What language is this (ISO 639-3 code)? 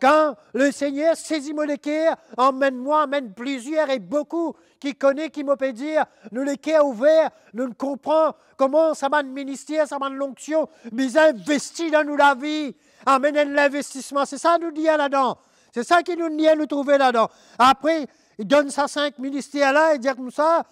mfe